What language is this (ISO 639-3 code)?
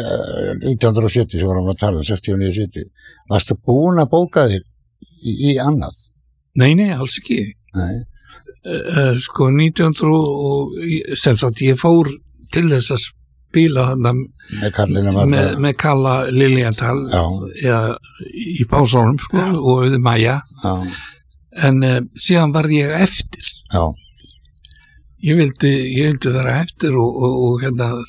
isl